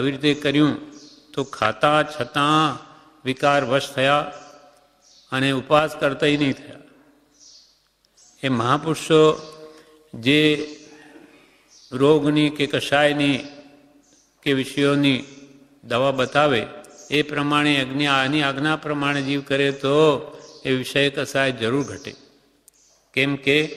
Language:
Gujarati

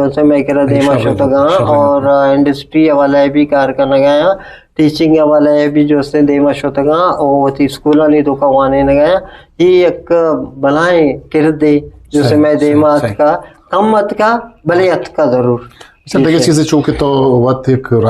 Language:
Eastern Balochi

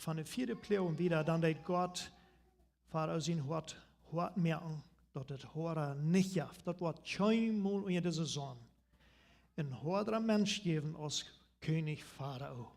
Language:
Plautdietsch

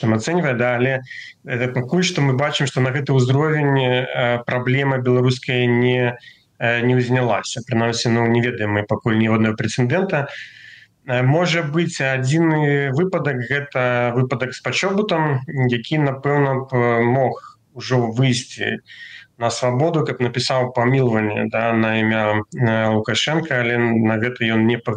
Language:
Belarusian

